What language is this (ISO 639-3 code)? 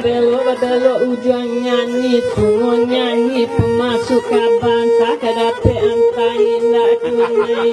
min